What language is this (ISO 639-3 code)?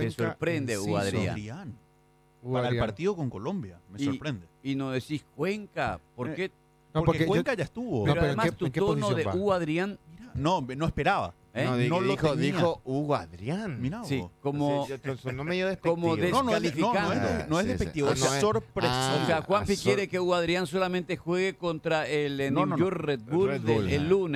spa